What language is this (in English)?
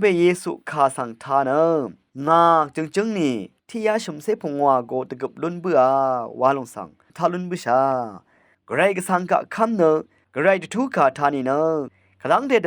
Rawang